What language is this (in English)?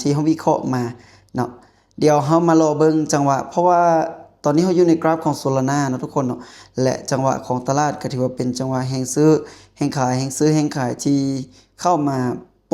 Lao